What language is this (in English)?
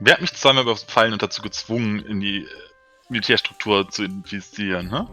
Swiss German